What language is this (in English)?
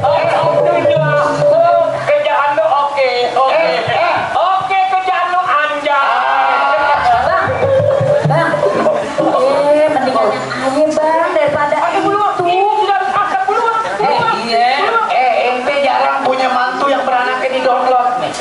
Betawi